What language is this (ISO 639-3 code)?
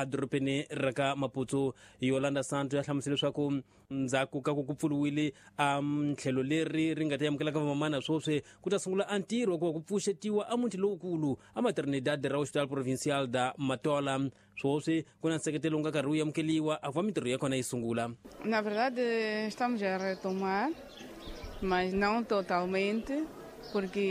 tso